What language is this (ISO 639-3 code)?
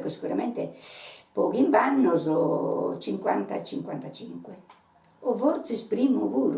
srd